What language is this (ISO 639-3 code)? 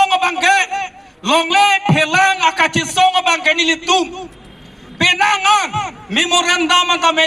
mjw